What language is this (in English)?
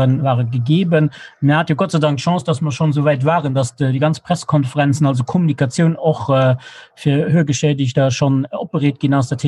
Luxembourgish